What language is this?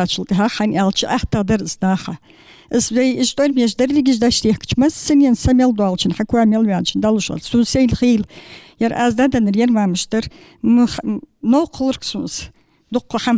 Ingush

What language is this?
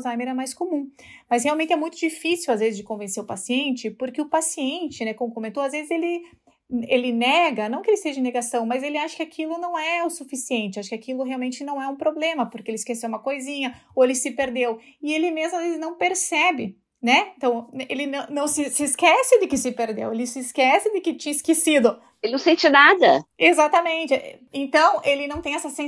Portuguese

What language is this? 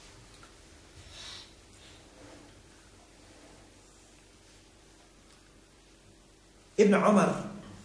Bosnian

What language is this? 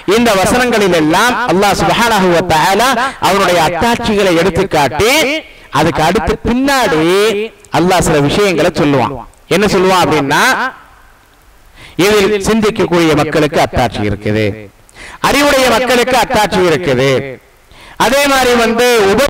Tamil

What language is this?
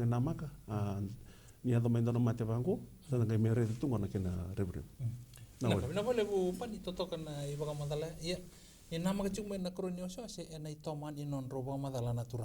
Fijian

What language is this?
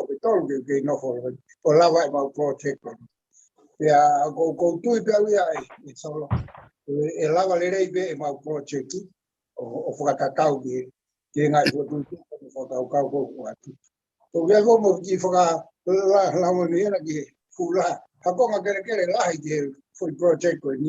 Tongan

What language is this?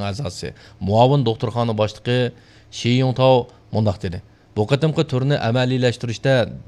Uyghur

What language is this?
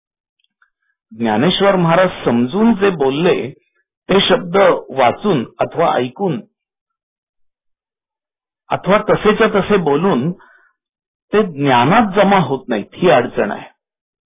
Marathi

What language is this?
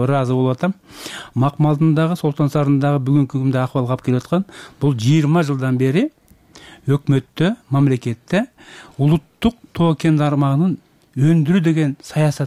Kyrgyz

